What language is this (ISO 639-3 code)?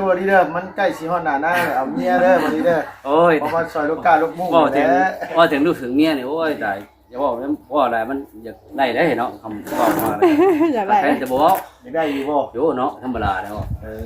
tts